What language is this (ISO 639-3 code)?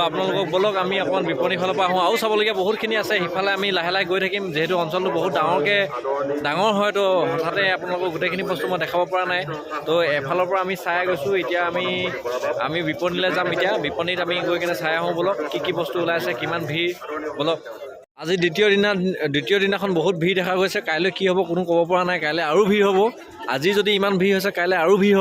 asm